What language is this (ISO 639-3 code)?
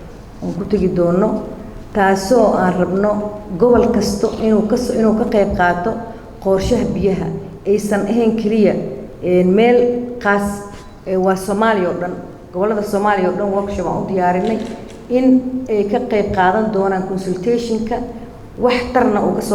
som